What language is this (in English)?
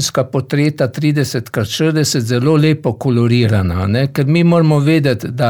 Slovenian